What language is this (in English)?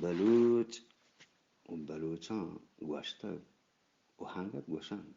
Eastern Balochi